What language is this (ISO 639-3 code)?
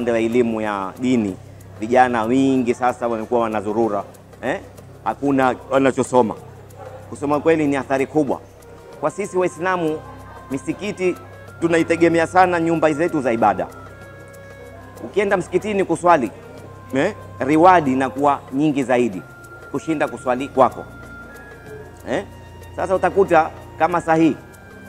swa